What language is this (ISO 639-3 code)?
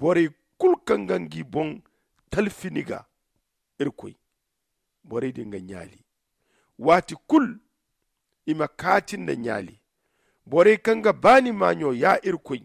dje